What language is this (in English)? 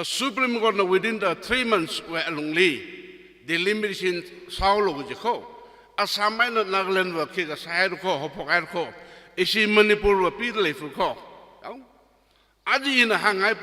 Tangkhul Naga (India)